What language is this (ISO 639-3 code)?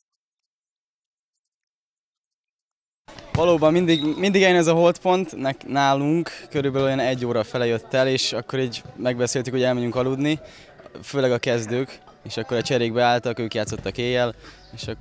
hun